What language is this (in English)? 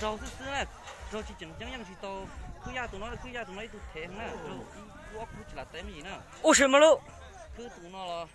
Hmong